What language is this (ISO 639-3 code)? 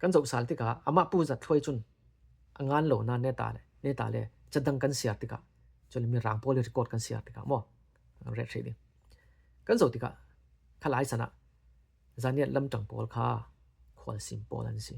cfm